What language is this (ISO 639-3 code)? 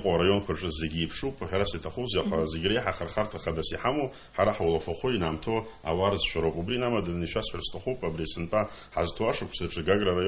abk